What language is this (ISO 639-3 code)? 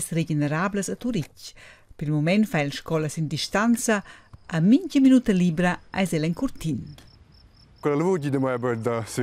roh